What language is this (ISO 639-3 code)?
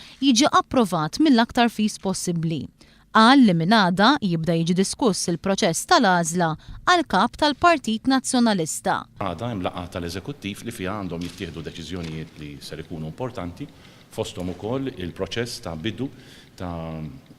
mlt